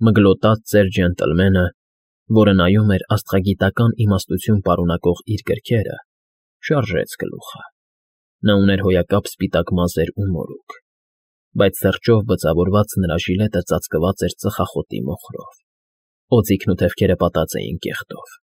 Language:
Armenian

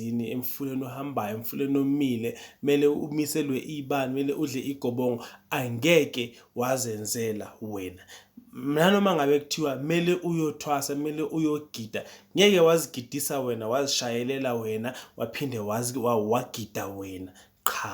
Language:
Zulu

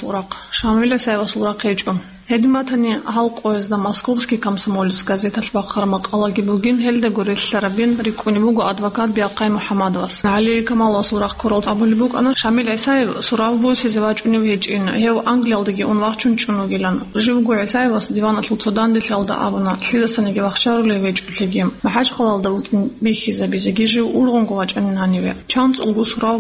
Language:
Avaric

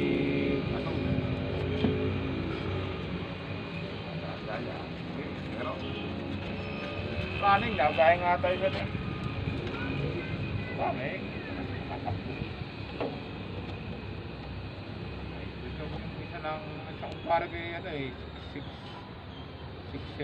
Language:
Filipino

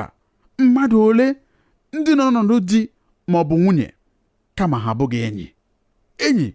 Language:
Igbo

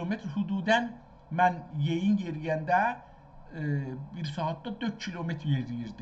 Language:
South Azerbaijani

